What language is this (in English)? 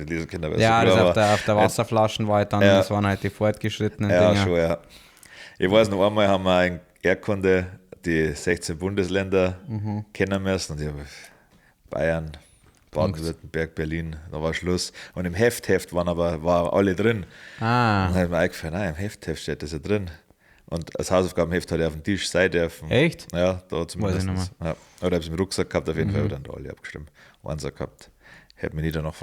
Bavarian